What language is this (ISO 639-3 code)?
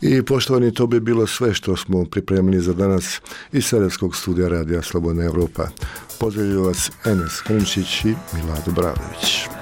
hrv